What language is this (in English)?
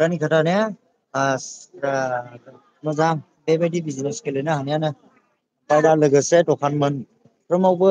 Bodo